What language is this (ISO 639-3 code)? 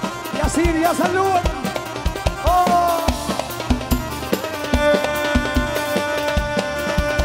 ajp